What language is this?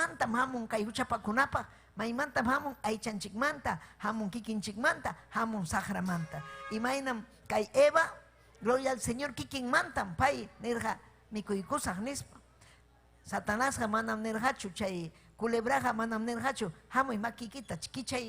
Ayacucho Quechua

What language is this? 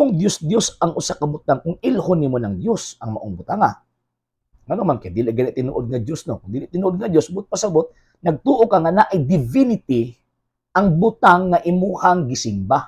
Cebuano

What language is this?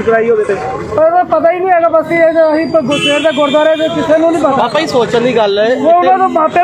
Punjabi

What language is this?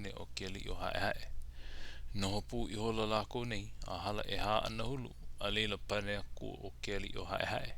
Hawaiian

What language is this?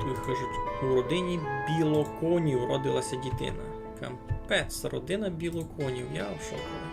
Rusyn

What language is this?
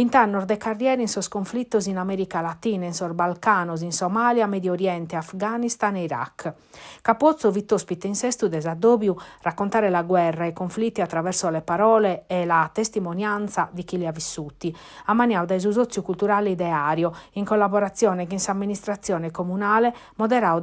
Sardinian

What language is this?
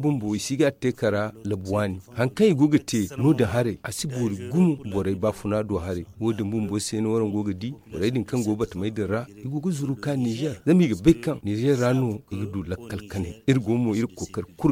Zarma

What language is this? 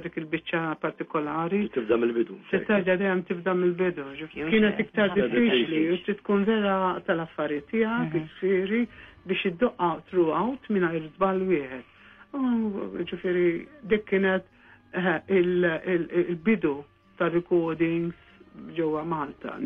Maltese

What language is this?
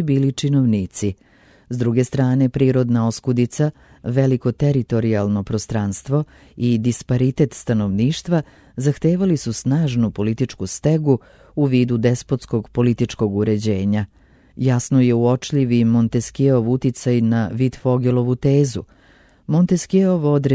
Serbian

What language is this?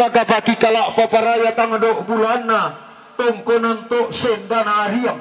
Toraja-Sa'dan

